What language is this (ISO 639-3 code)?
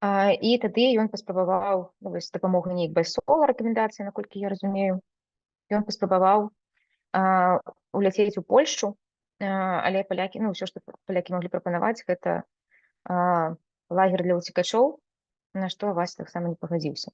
bel